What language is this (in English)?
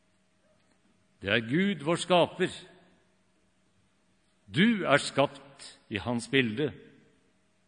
Norwegian